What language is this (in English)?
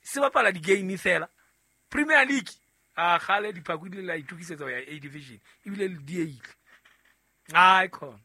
Southern Sotho